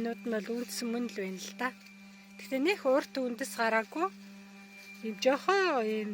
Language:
Mongolian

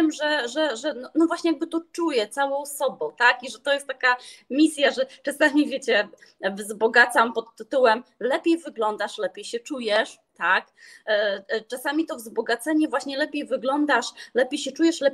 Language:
Polish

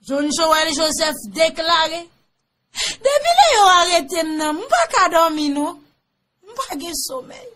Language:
Haitian Creole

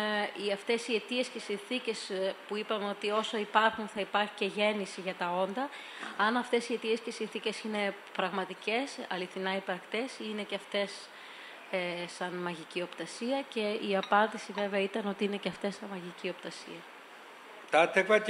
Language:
Greek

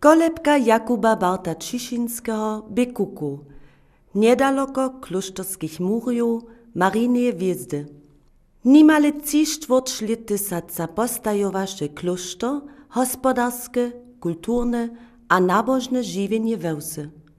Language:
Upper Sorbian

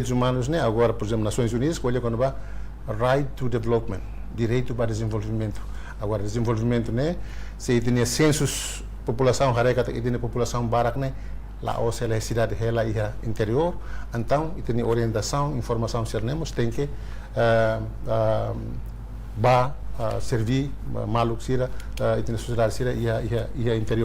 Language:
Tetum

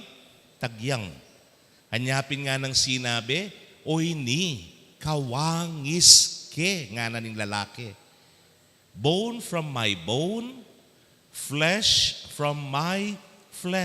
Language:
Pampanga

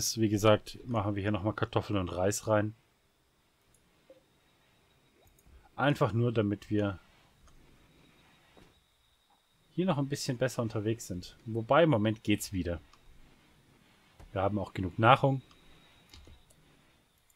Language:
German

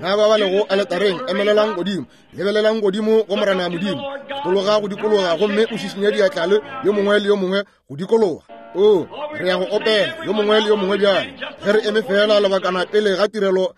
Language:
Northern Sotho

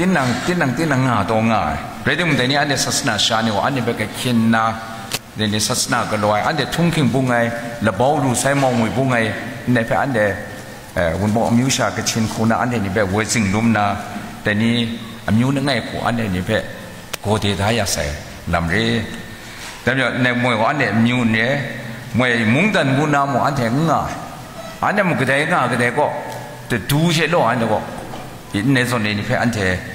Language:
Kachin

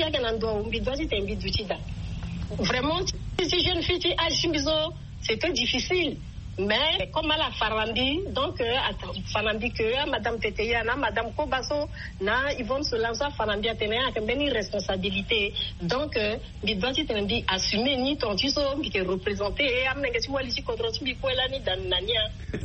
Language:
Sango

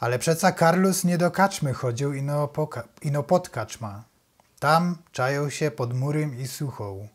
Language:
Silesian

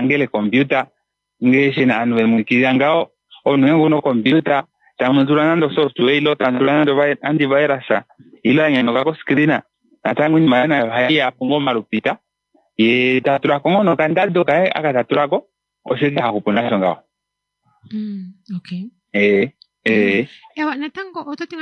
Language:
Kuanyama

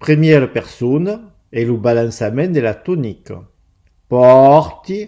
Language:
Occitan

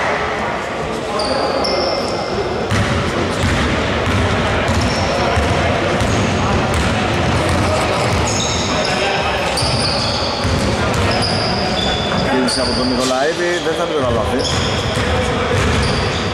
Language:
Greek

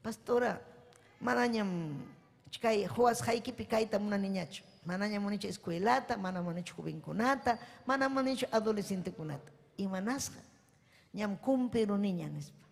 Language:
Ayacucho Quechua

